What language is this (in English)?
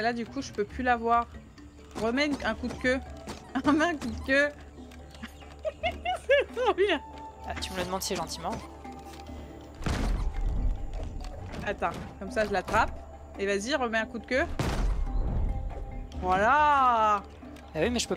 French